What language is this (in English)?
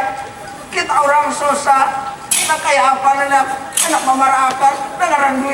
Banjar